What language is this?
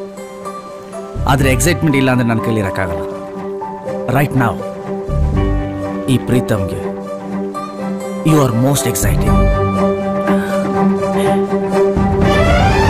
Kannada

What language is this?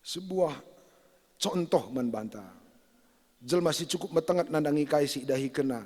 Batak Karo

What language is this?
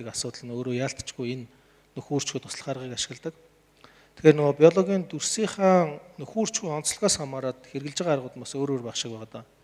Mongolian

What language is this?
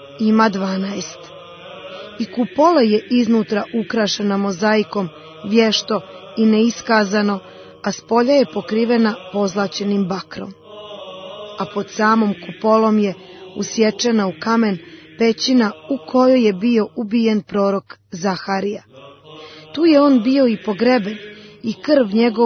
Serbian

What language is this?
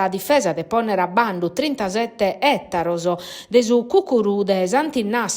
Sardinian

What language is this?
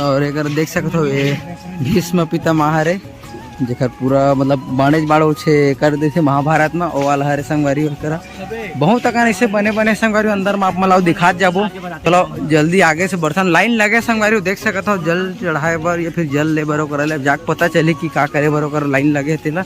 Chhattisgarhi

